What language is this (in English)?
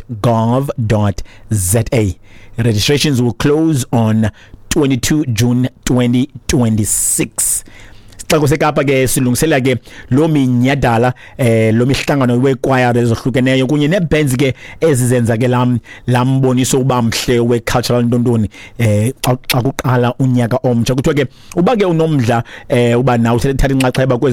Xhosa